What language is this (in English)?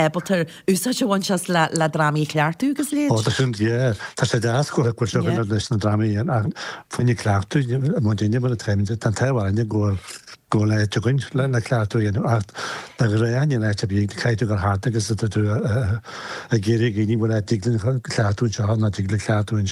Irish